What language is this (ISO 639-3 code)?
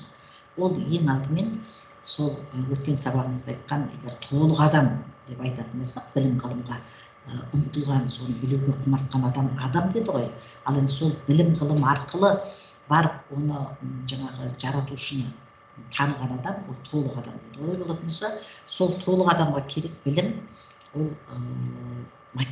kaz